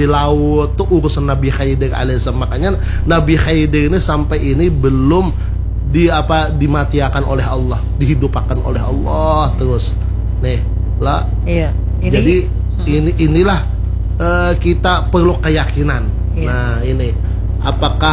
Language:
Banjar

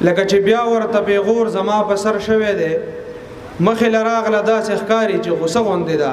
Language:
Pashto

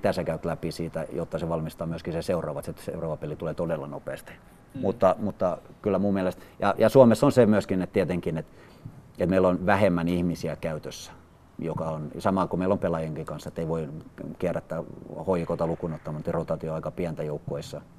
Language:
Finnish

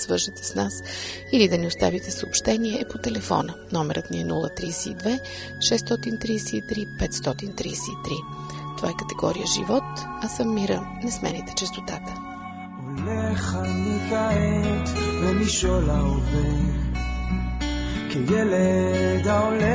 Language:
Bulgarian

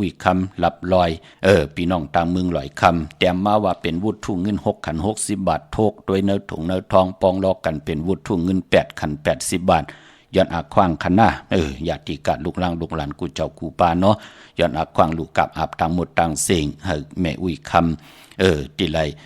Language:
Shan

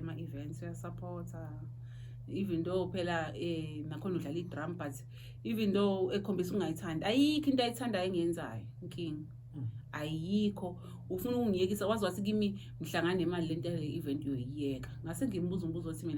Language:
Zulu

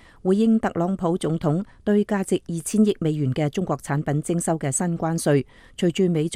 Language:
Cantonese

